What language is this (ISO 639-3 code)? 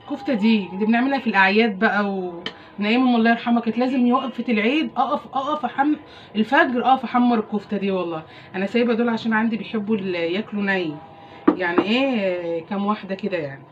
arz